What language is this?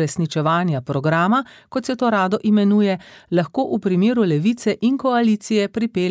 Slovenian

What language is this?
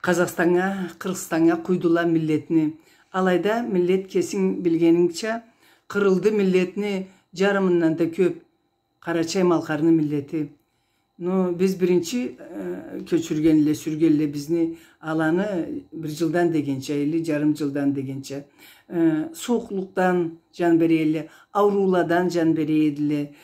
Karachay-Balkar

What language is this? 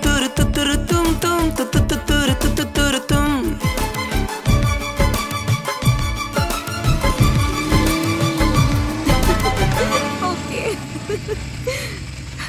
Marathi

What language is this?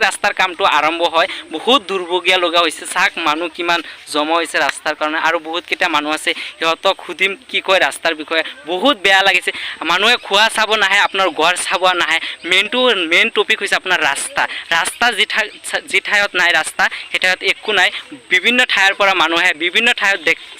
Assamese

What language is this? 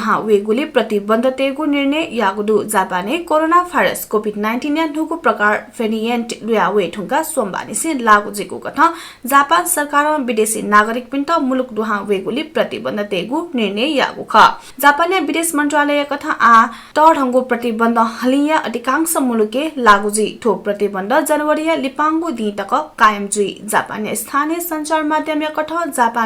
Newari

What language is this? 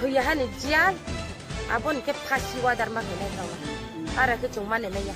Riang (India)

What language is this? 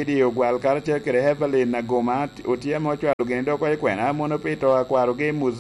Lango (Uganda)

